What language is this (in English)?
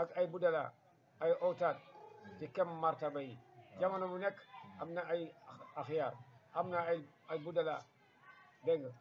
Wolof